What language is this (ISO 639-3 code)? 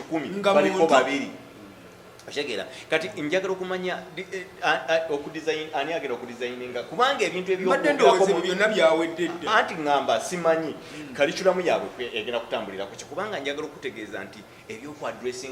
lug